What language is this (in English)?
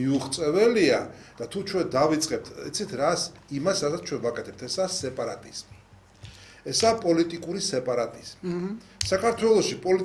Georgian